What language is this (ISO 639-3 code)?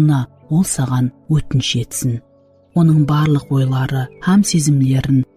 kaa